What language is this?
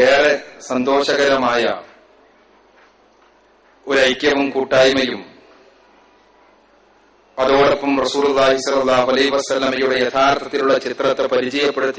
Malayalam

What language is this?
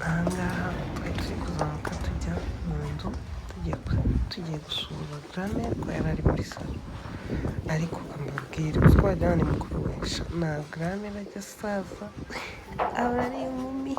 Kinyarwanda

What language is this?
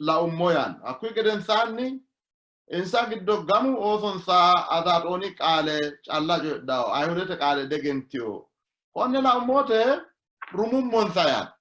Sidamo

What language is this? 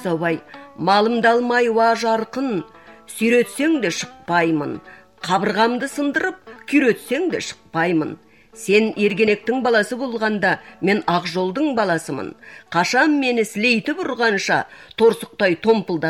Kazakh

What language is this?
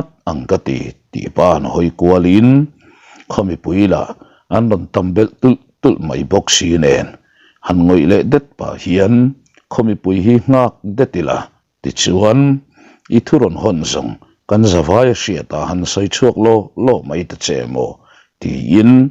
Mizo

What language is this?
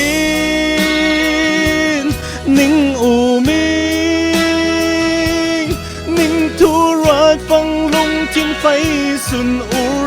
Falam Chin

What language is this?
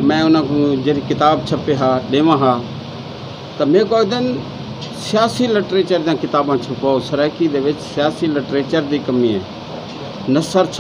Saraiki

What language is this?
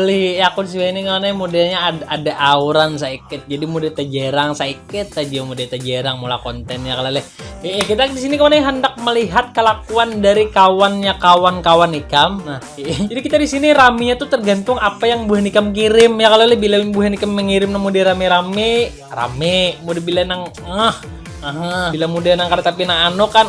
Banjar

